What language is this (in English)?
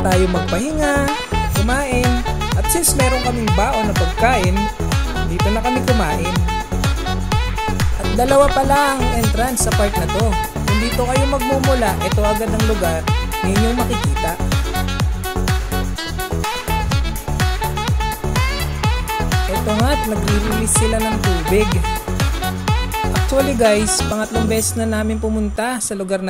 Filipino